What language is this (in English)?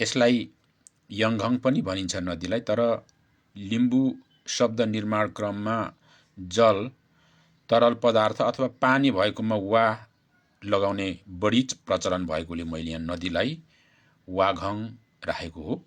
Nepali